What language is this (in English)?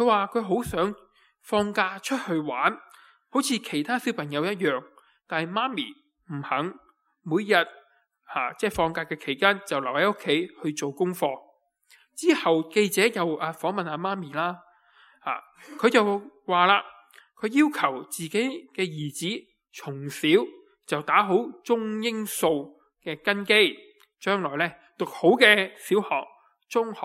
Cantonese